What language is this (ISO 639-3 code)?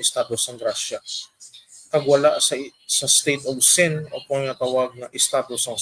hil